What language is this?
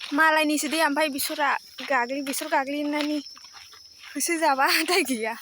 Bodo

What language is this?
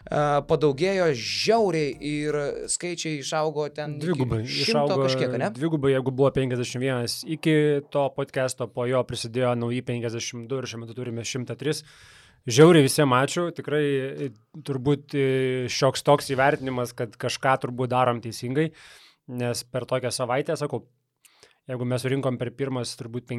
Lithuanian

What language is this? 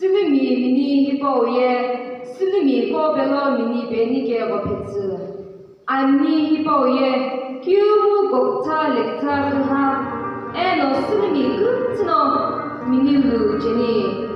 Sumi Naga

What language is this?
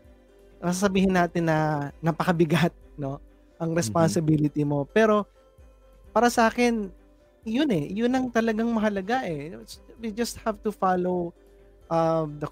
Filipino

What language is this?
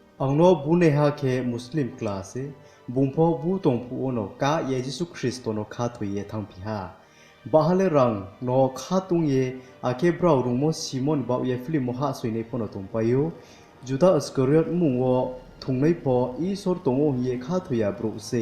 Riang (India)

